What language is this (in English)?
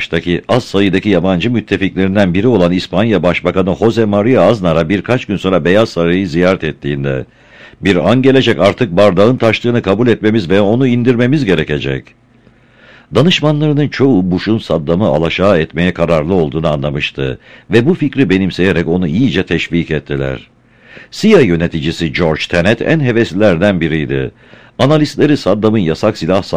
Turkish